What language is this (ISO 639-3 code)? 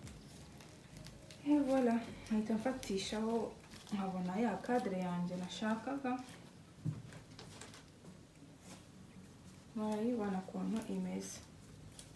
kin